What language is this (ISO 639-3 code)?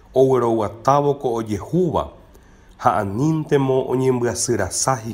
grn